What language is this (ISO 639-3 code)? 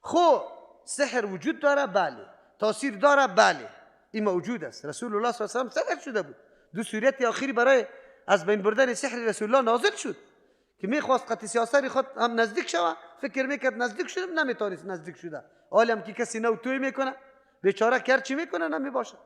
fas